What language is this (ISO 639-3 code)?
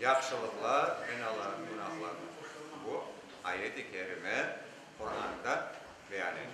crh